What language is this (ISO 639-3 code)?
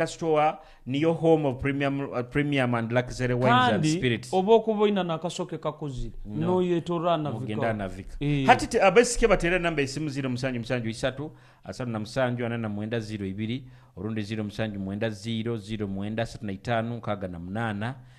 nyo